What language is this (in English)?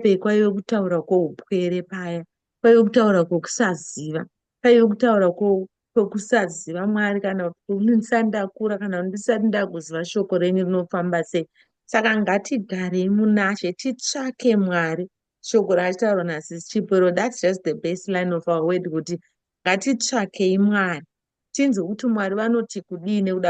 Shona